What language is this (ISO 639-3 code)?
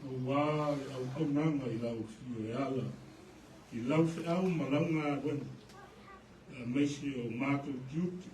smo